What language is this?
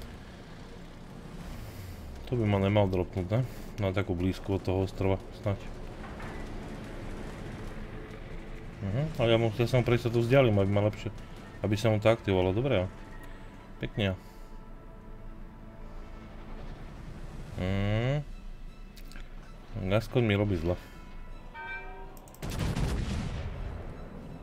Slovak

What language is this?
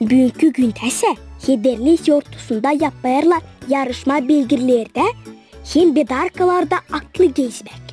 Gagauz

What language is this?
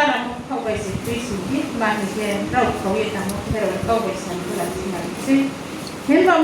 Riang (India)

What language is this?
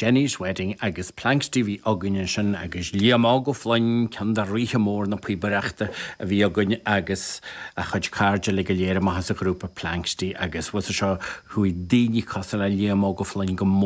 Irish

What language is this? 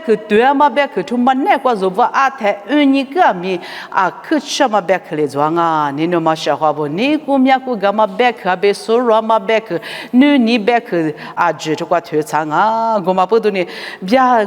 Lisu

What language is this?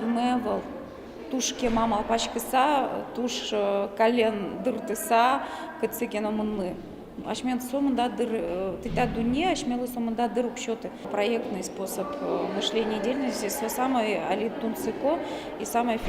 Udmurt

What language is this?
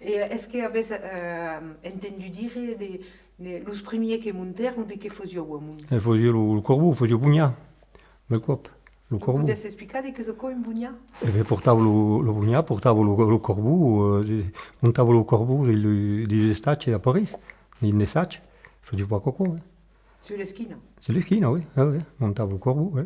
Occitan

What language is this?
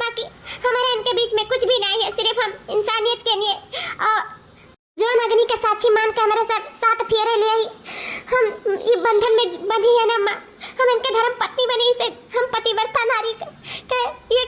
Awadhi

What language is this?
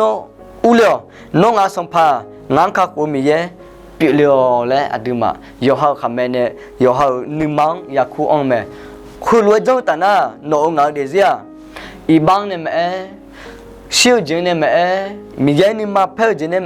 Akha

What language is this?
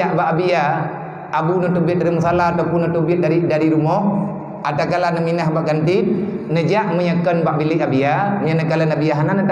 Achinese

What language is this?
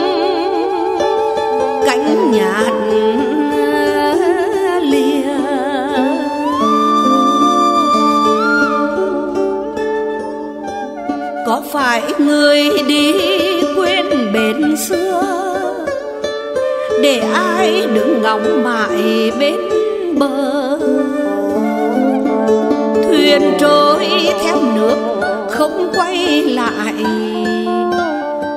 Vietnamese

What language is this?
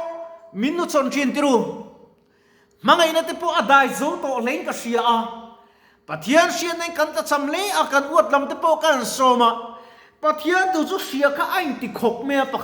Mizo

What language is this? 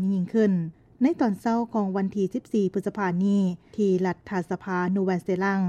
Lao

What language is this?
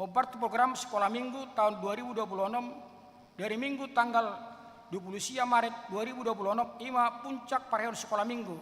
Batak Toba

